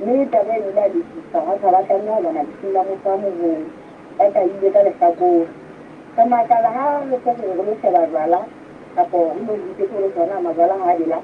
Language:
Southern Sotho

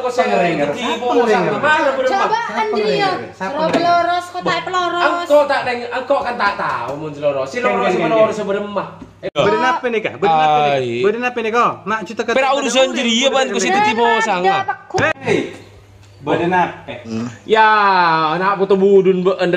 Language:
Madurese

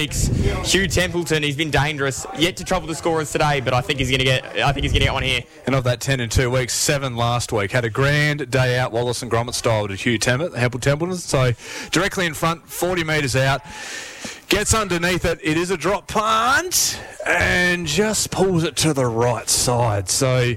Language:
English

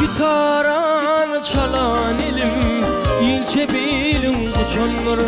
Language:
Turkmen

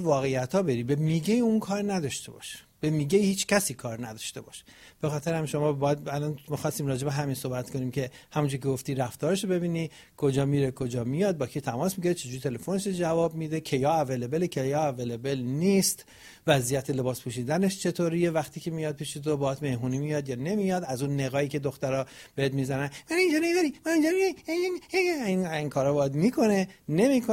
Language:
Persian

